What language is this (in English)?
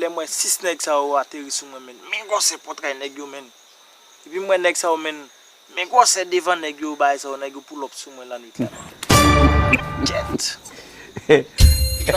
Haitian Creole